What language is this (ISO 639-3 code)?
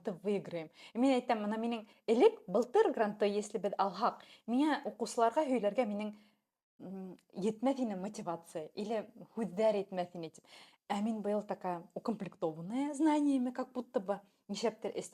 bak